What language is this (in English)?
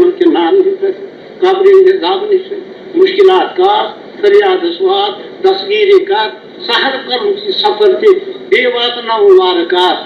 Kashmiri